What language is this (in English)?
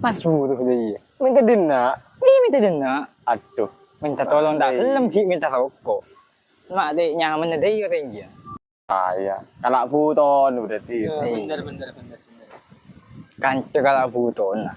Madurese